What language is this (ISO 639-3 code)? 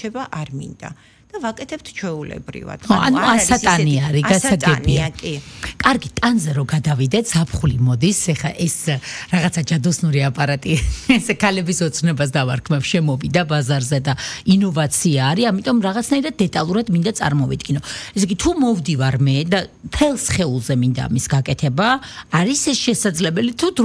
kat